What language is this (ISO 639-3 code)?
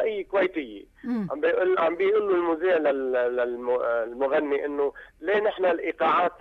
apc